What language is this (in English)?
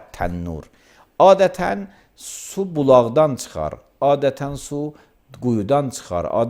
Azerbaijani